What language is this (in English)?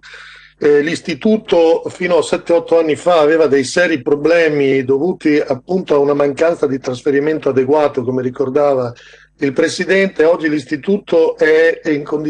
Italian